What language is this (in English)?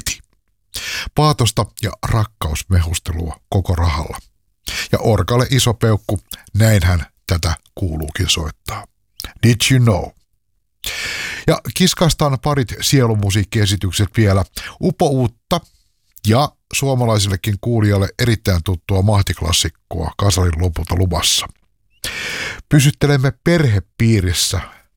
Finnish